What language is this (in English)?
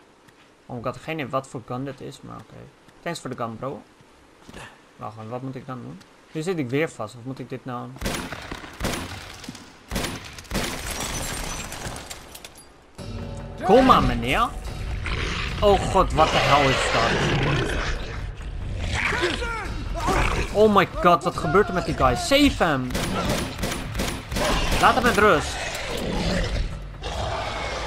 Dutch